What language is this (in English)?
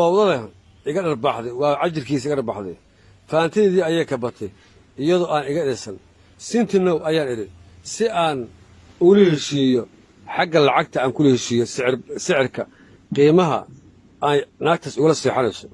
Somali